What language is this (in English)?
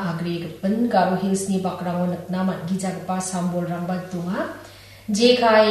Garo